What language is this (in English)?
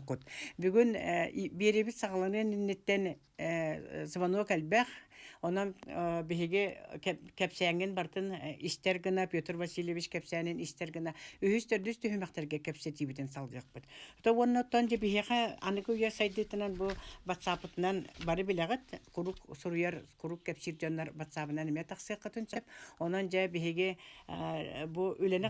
Yakut